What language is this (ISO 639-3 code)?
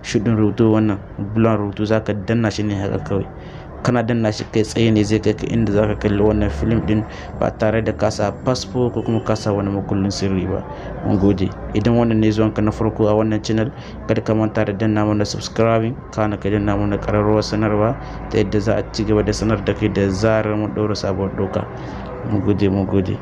hau